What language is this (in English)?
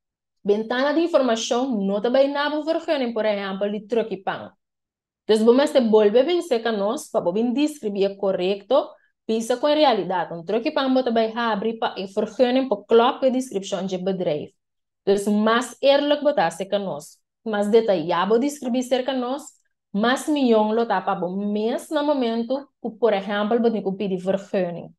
Papiamento